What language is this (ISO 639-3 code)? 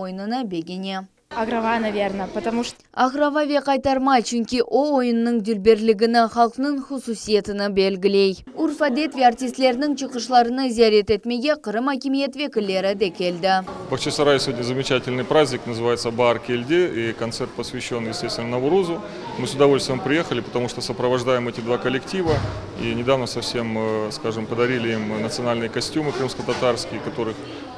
crh